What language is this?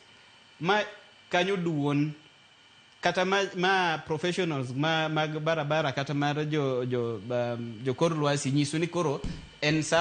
Luo (Kenya and Tanzania)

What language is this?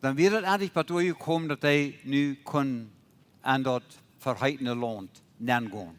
Plautdietsch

